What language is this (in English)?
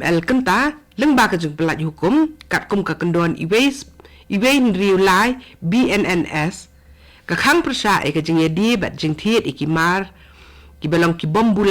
Khasi